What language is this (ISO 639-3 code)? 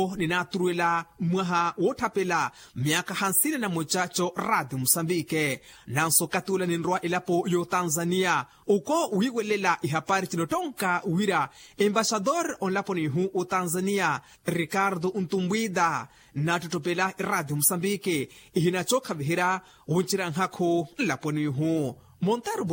vmw